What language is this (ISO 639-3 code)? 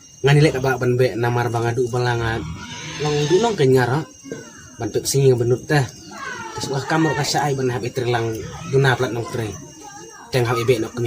kha